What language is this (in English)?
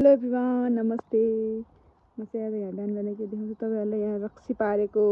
Nepali